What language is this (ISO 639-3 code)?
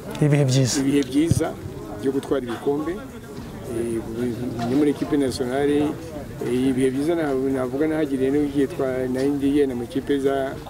kin